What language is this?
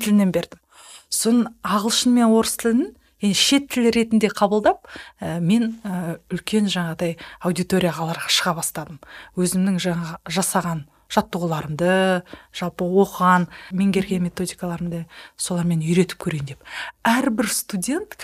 Kazakh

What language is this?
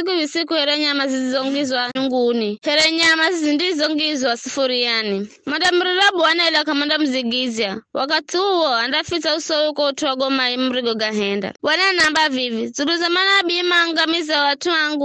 Giryama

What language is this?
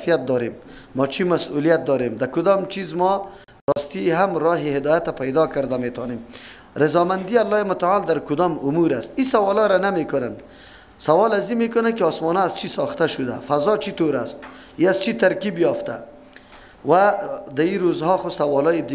Persian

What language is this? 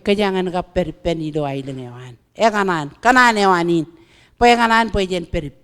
Marshallese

